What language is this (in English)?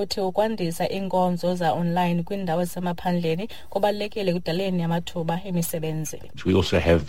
Xhosa